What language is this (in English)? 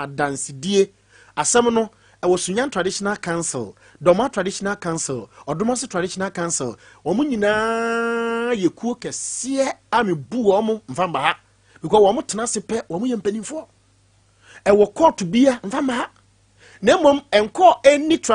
Akan